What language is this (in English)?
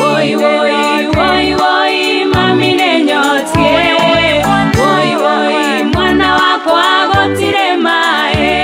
Kikuyu